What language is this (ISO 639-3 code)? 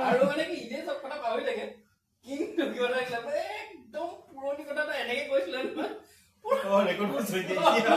asm